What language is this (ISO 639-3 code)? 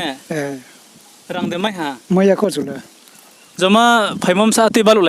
ria